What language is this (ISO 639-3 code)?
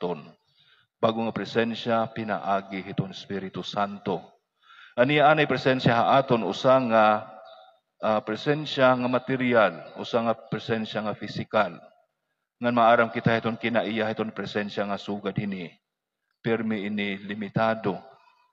war